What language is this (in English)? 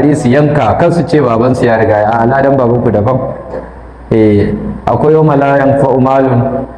Hausa